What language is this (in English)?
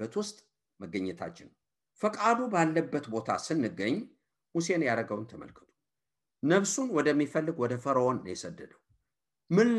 Amharic